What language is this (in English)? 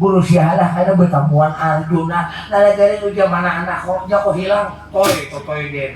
Banjar